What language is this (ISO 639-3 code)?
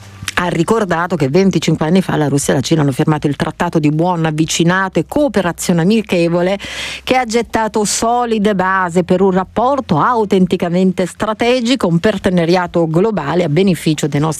ita